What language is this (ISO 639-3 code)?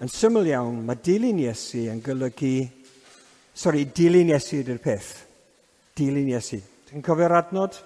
cym